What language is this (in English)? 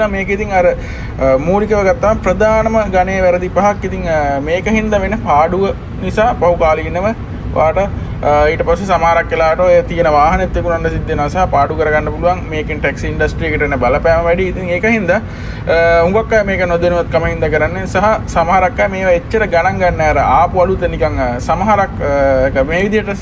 Sinhala